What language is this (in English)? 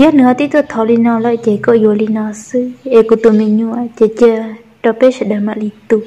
Hmong